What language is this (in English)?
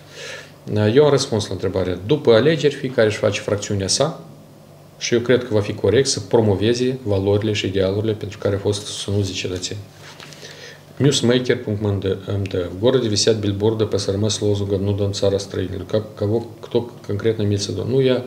Romanian